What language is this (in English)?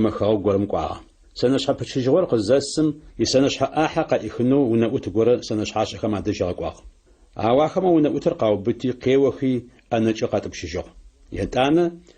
Adyghe